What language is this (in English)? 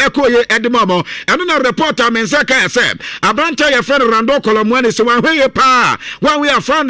Akan